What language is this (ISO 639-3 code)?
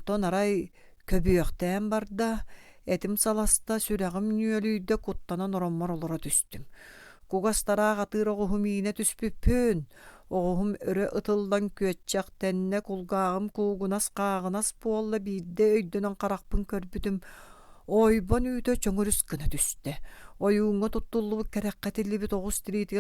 sah